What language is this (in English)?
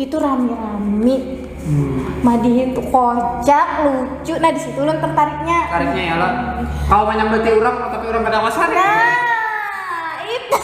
Banjar